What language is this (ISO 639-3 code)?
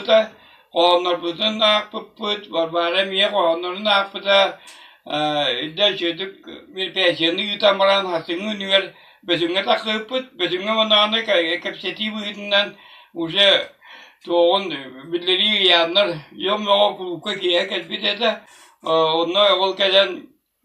sah